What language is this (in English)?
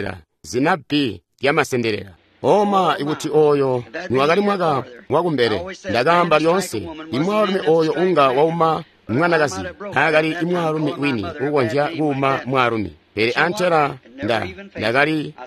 Tonga (Zambia)